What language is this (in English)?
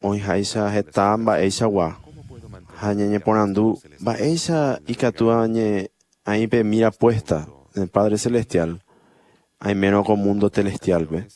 Guarani